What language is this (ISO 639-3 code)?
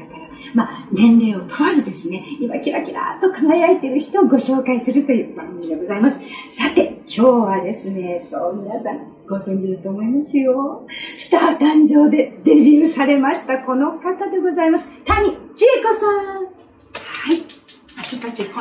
jpn